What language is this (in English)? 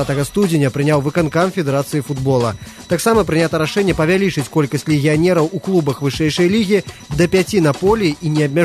Belarusian